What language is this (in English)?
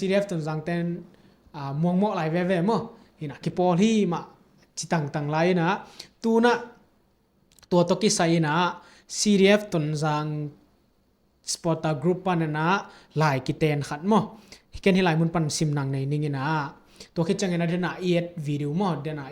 Tedim Chin